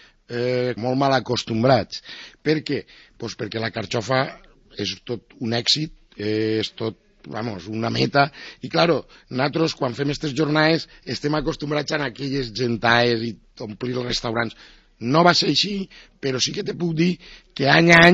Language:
Catalan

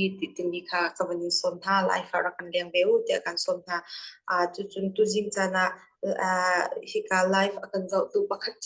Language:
Falam Chin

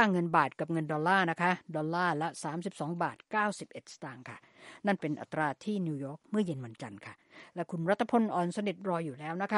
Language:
Thai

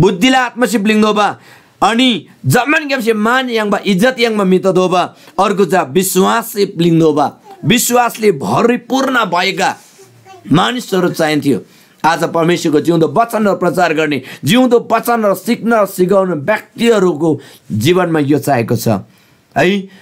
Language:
Eastern Tamang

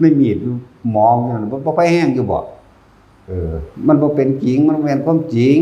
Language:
Northeastern Thai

